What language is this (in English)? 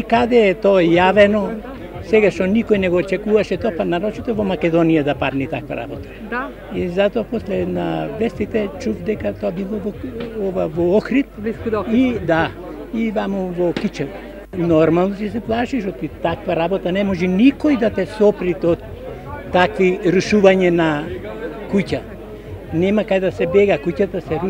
Macedonian